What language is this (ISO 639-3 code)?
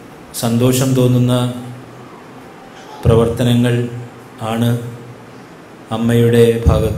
mal